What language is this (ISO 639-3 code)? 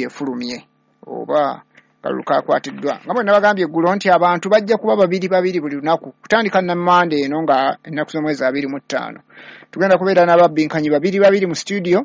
lug